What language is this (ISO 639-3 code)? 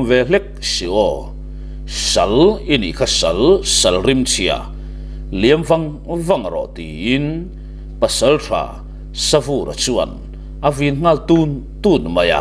lus